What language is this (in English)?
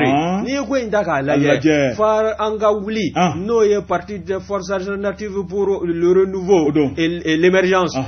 Bambara